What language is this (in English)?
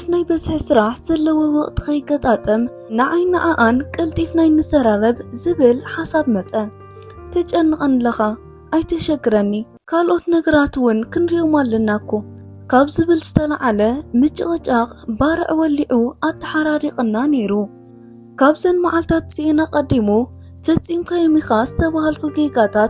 Tigrinya